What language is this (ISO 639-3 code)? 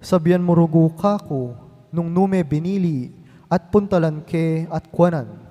pam